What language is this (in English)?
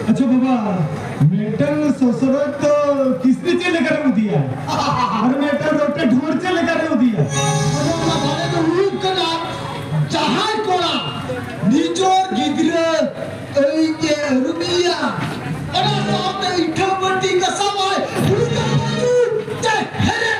Santali